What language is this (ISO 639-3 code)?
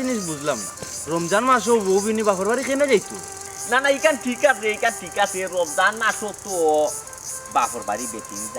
syl